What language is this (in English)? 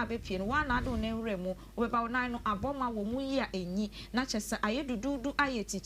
Akan